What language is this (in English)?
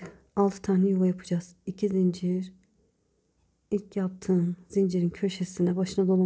Turkish